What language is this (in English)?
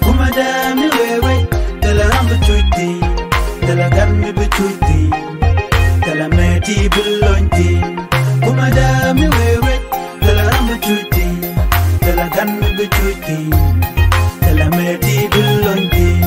Nuer